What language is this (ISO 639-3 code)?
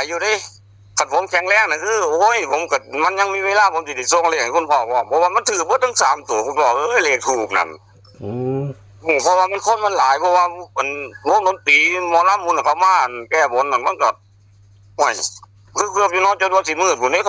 tts